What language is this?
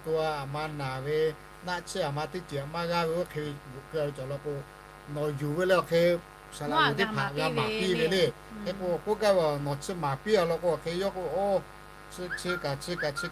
Lahu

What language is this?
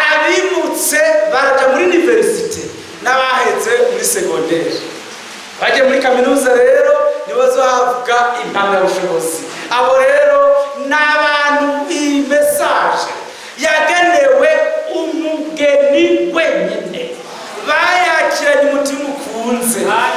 Rundi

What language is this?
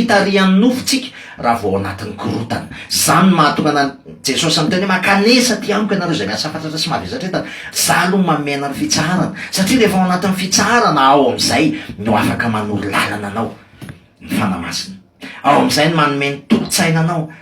Malagasy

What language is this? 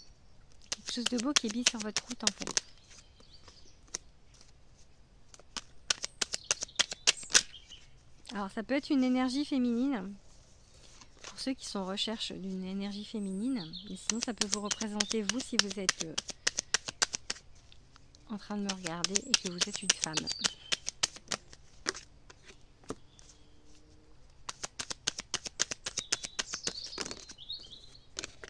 French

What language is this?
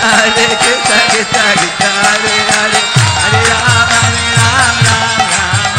Hindi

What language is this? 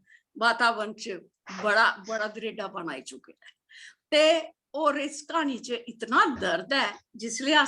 Dogri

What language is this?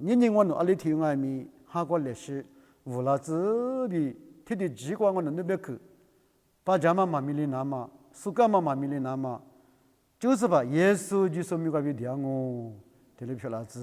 Lisu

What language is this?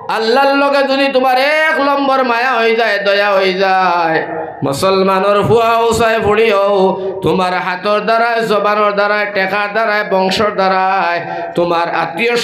Sylheti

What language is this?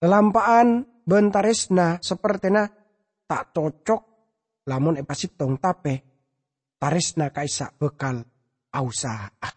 Madurese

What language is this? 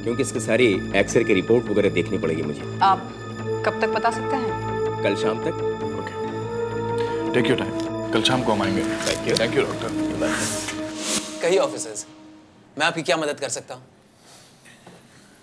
Hindi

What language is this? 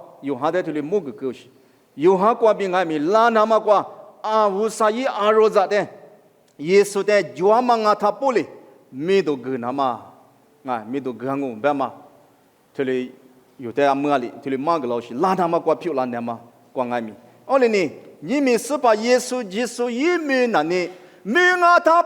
Lisu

